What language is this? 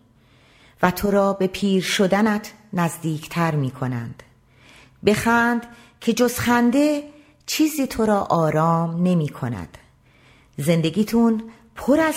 Persian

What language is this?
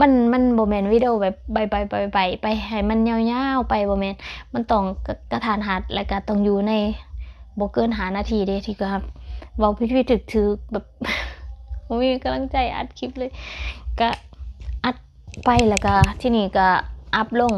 Lao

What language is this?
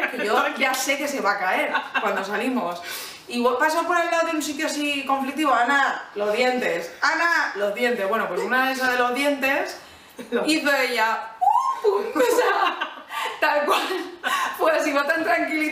Spanish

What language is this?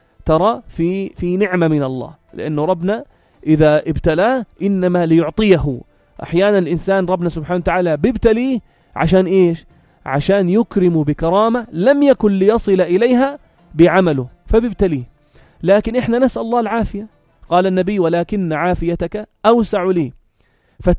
North Levantine Arabic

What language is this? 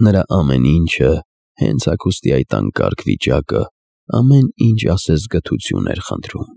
Armenian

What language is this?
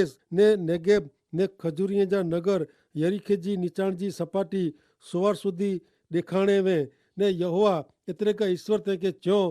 Kachhi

